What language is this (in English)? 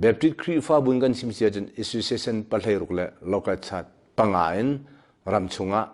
Hakha Chin